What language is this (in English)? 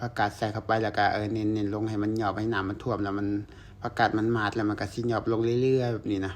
Lao